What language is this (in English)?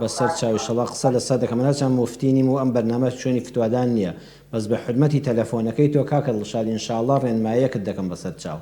Central Kurdish